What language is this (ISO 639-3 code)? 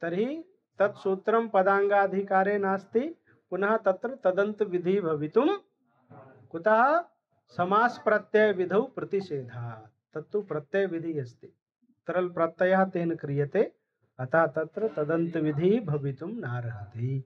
san